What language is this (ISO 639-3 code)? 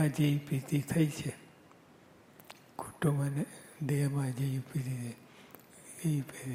guj